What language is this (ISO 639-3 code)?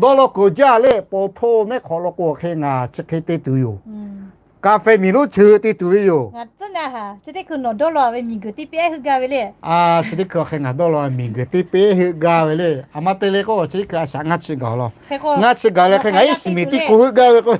lhu